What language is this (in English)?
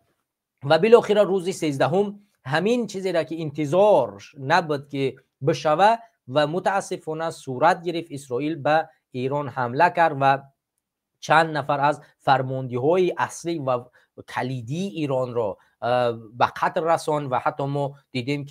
Tajik